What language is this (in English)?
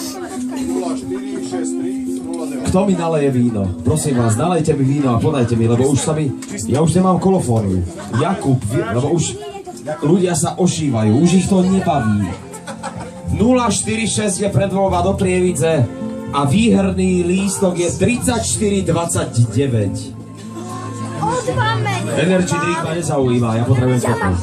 Slovak